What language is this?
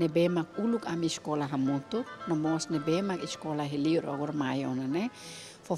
Tetum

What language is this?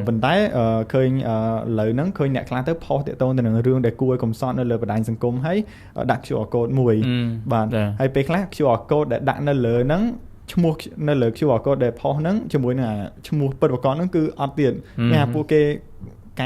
Khmer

